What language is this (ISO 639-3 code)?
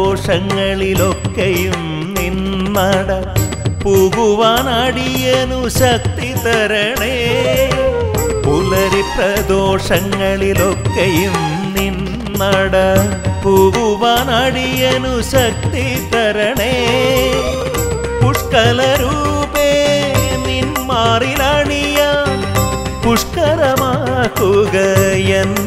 mal